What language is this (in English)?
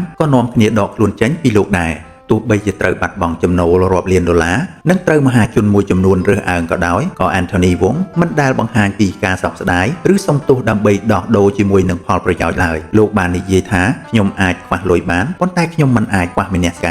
Khmer